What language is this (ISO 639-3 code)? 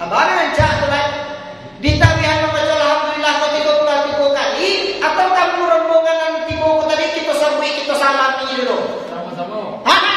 min